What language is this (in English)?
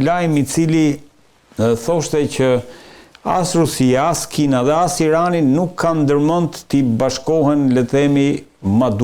Albanian